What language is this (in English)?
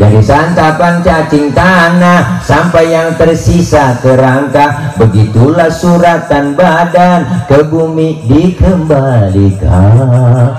Betawi